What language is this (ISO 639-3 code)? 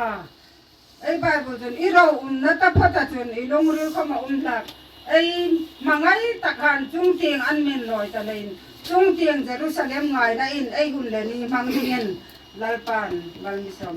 hmr